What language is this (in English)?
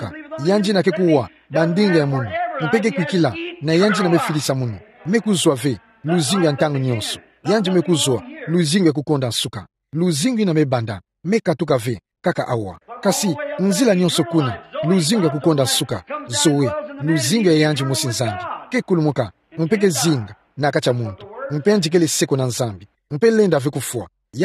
Kituba (Democratic Republic of Congo)